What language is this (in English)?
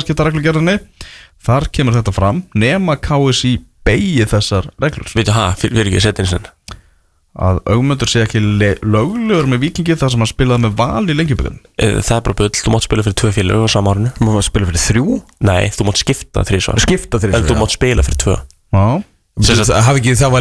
Icelandic